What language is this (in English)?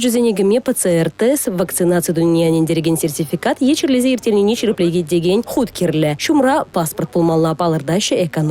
Chuvash